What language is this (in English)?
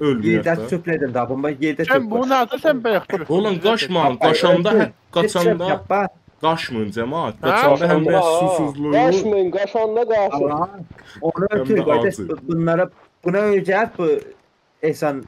South Azerbaijani